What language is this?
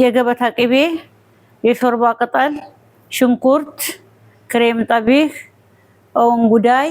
Amharic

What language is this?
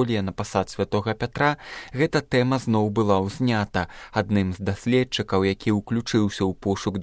Belarusian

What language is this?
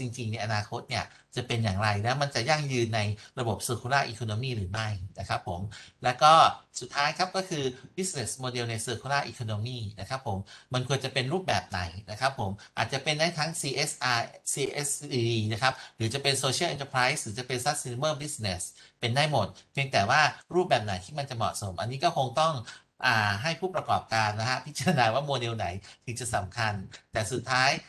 Thai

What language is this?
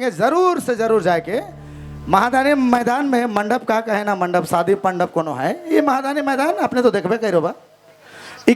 Sadri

